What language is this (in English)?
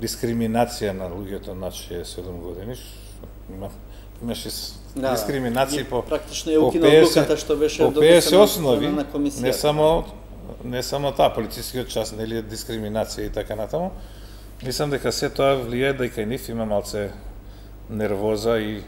Macedonian